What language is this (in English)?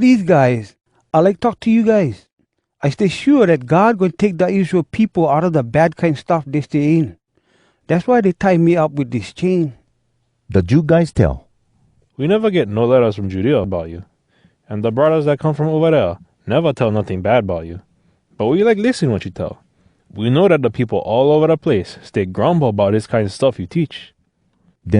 Hawai'i Creole English